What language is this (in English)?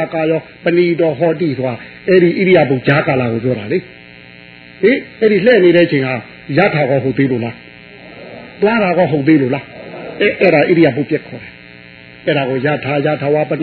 Burmese